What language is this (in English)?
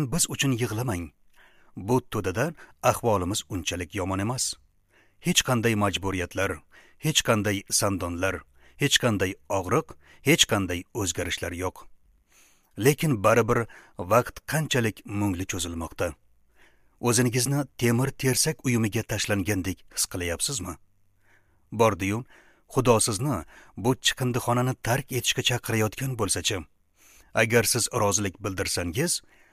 Uzbek